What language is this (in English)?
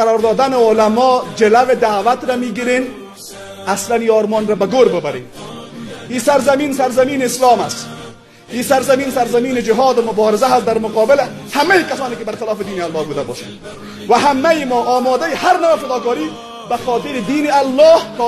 Persian